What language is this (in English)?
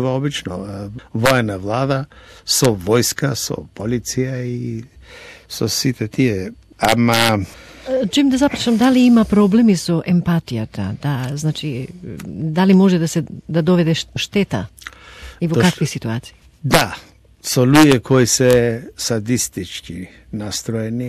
Macedonian